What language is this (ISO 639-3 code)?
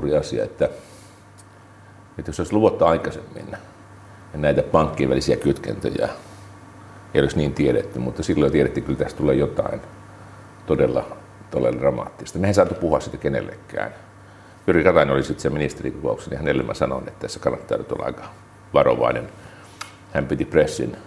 fin